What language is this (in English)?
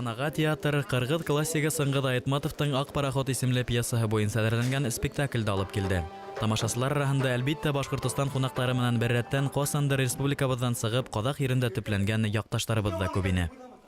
Bashkir